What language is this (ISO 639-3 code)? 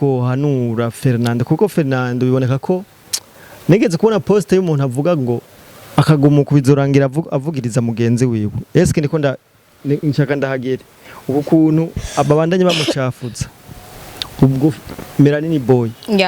run